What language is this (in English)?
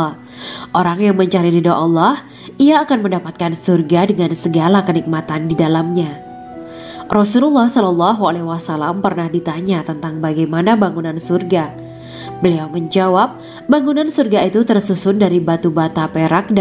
Indonesian